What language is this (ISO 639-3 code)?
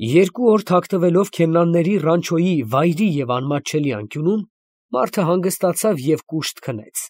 hye